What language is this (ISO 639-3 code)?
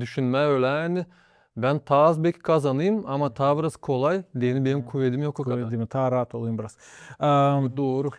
gag